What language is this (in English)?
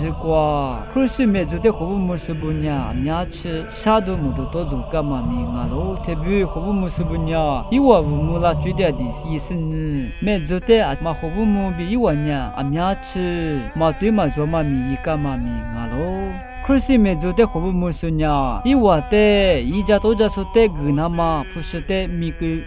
Lisu